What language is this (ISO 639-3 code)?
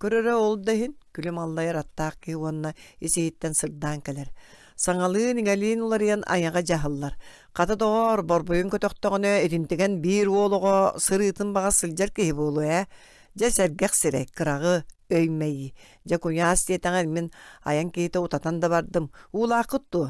sah